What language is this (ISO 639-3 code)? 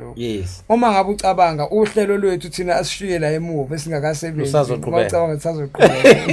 zul